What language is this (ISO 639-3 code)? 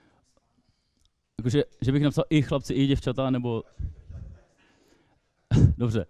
ces